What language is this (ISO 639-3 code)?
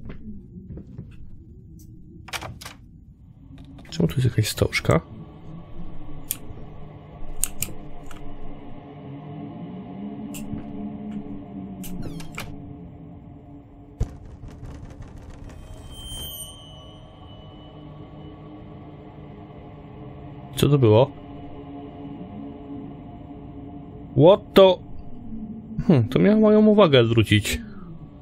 pol